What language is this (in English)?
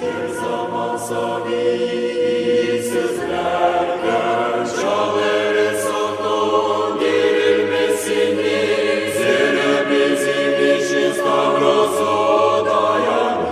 Gagauz